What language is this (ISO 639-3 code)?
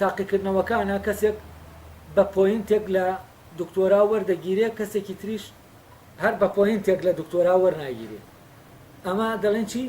ckb